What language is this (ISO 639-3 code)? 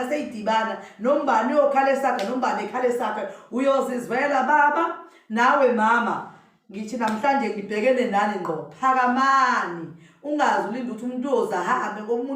zul